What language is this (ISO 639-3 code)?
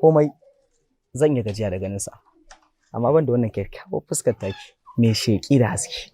hau